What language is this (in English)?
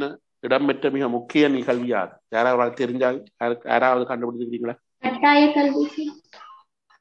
Tamil